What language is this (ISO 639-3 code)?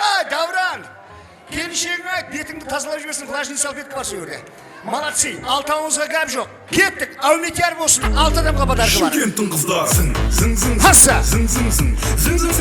kaa